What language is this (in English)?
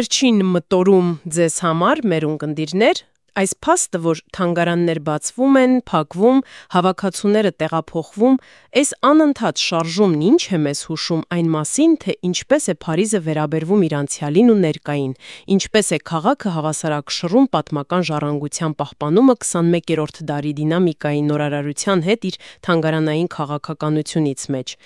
Armenian